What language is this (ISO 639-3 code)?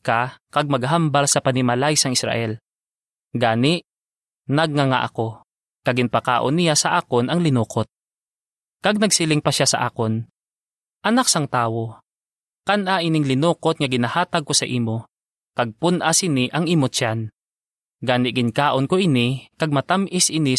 hil